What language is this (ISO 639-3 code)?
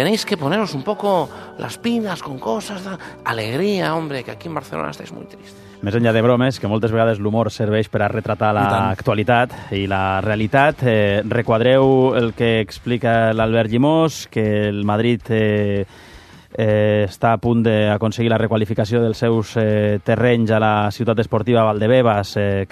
cat